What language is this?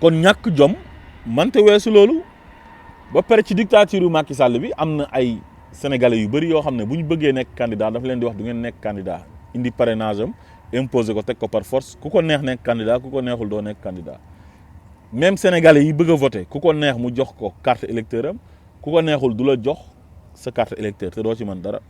Wolof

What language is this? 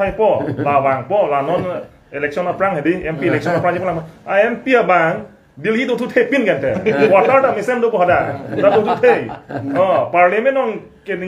Karbi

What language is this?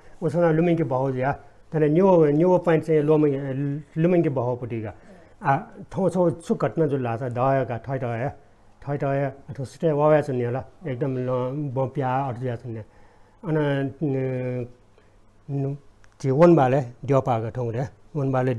Newari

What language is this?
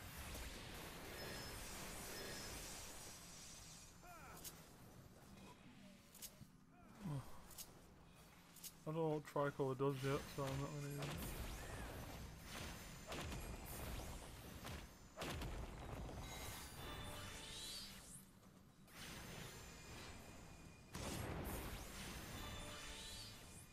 English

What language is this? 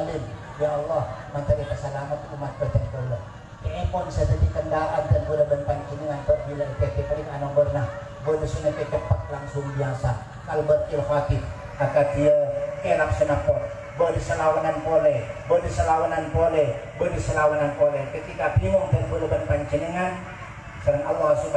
Madurese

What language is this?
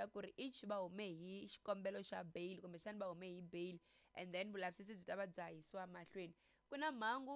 Tsonga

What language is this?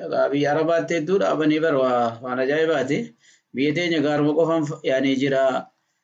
Oromo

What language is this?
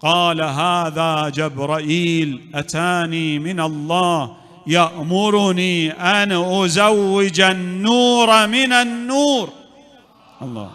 Mesopotamian Arabic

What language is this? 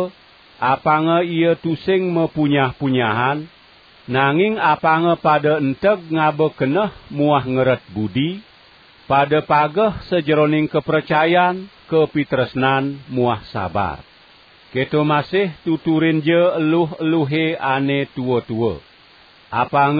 Balinese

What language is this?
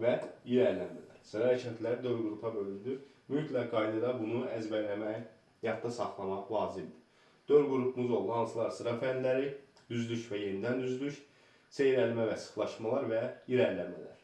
Azerbaijani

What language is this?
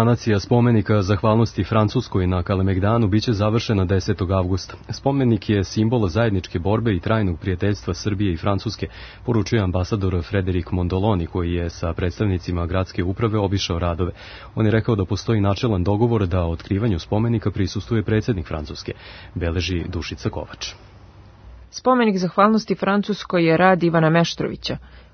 Serbian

